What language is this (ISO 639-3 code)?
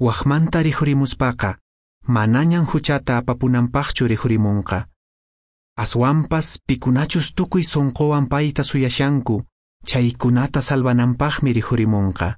que